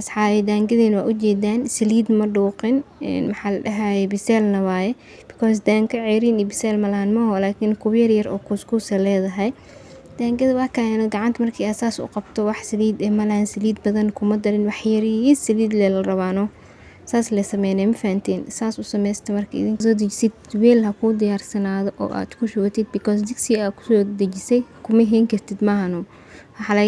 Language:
Somali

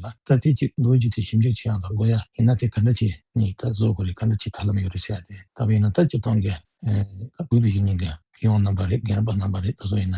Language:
Tibetan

